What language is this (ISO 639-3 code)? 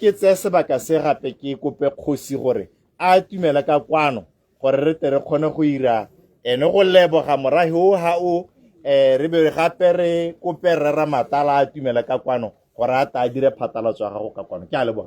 tsn